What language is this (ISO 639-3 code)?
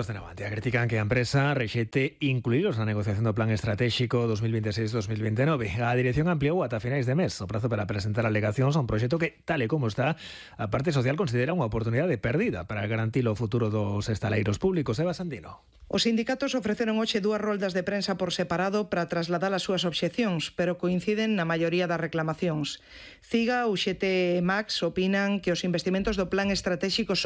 glg